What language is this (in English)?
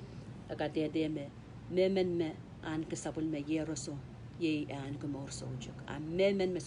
Pohnpeian